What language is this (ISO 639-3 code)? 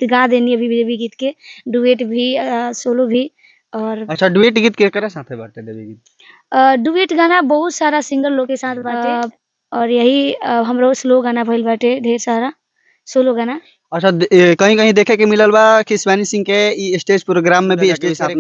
bho